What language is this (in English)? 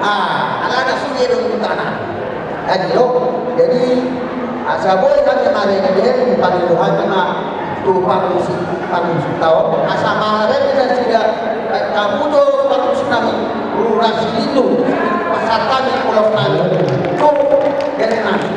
Batak Toba